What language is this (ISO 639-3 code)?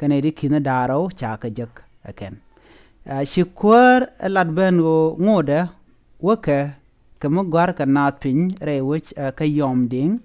nus